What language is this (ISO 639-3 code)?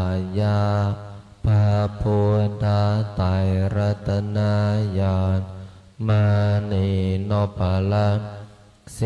pli